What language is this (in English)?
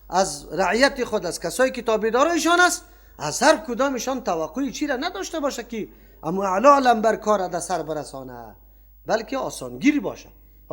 Persian